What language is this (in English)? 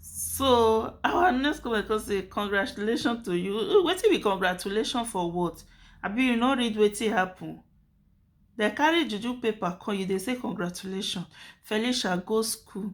Nigerian Pidgin